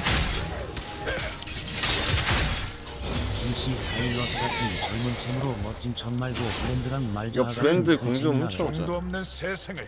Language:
Korean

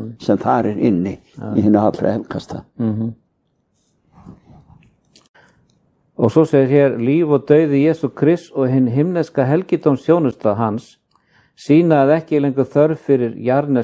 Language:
Icelandic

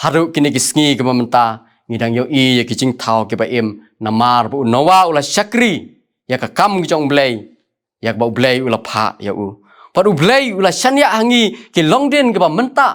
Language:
Khasi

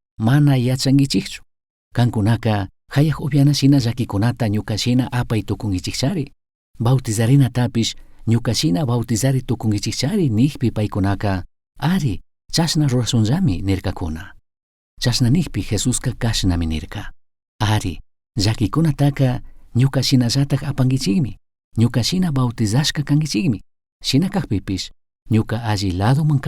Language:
Chimborazo Highland Quichua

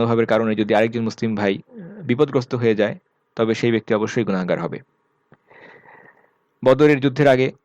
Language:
Bangla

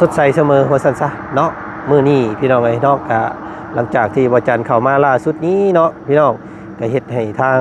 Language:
Lao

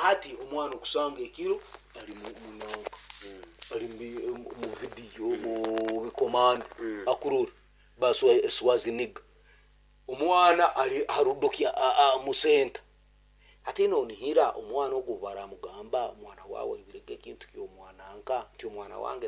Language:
Nyankole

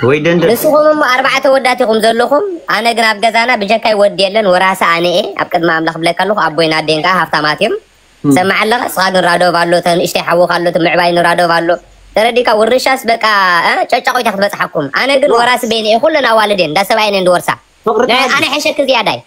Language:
Tigrinya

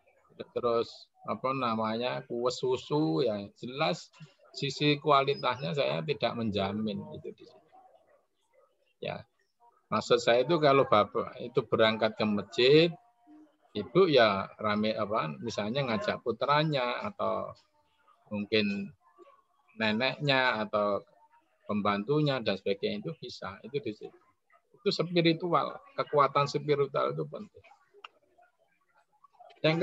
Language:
Indonesian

